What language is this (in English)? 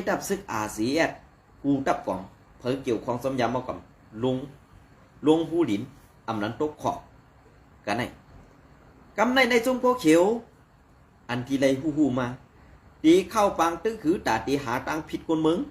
Shan